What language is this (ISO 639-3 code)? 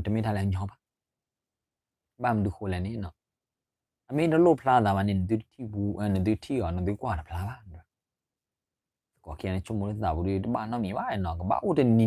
ksw